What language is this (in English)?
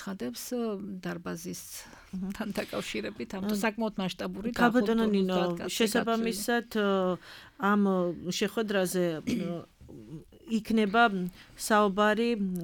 Georgian